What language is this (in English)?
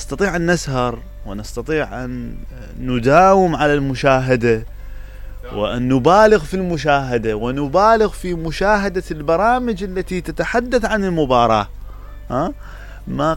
Mesopotamian Arabic